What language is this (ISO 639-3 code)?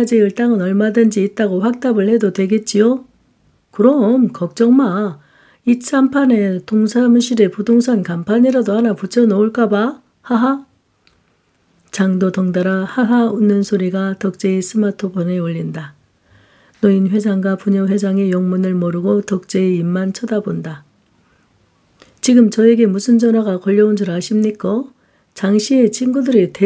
kor